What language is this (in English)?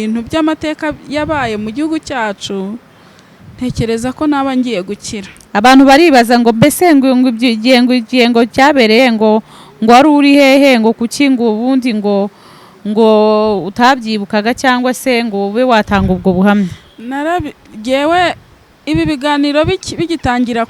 Kinyarwanda